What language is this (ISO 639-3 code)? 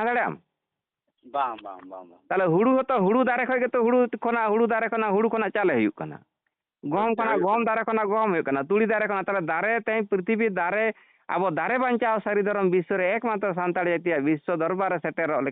sat